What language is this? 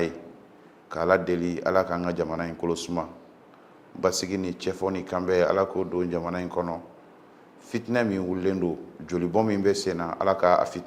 Bambara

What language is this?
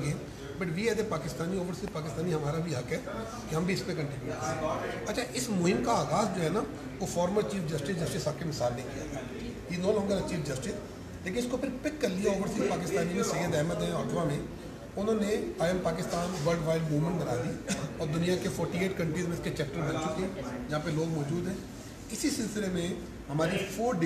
Urdu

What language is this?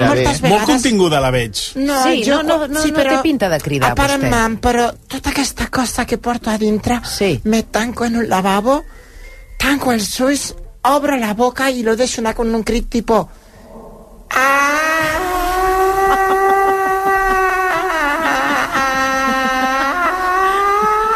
Catalan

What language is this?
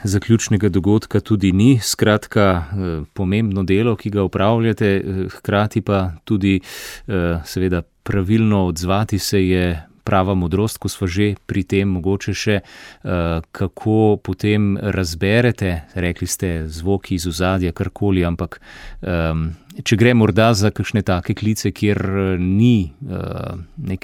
Slovenian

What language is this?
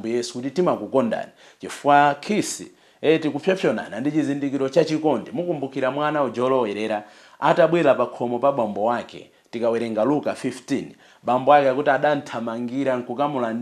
Nyanja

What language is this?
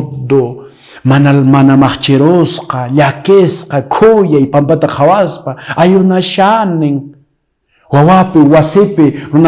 Quechua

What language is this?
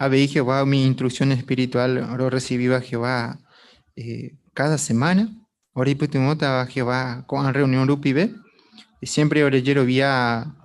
Guarani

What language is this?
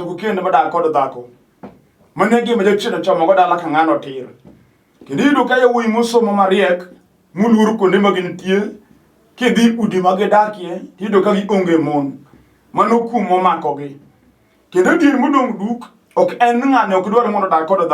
Luo (Kenya and Tanzania)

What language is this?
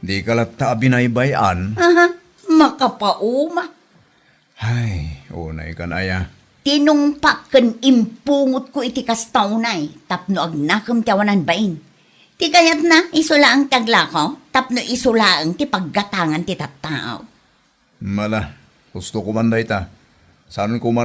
Iloko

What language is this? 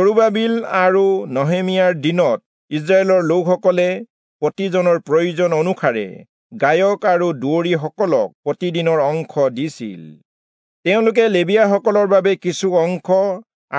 Assamese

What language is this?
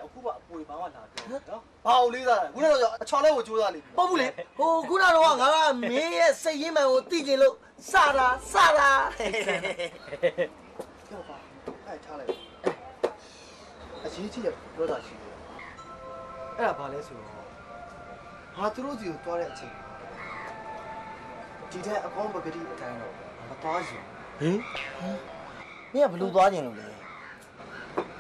Burmese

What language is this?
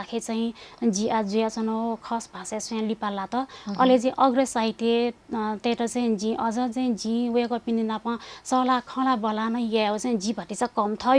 Newari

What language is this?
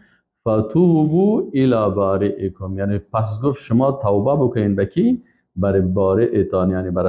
Persian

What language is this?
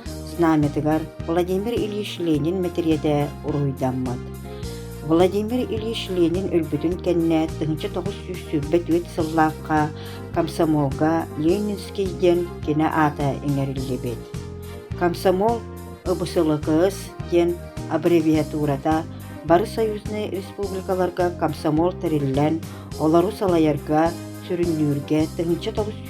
Yakut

